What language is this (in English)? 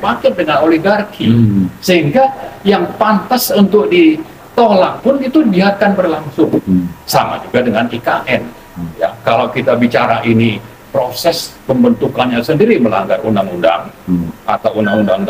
Indonesian